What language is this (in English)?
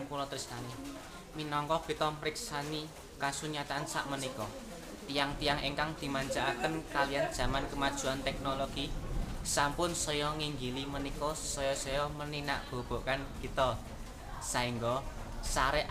Javanese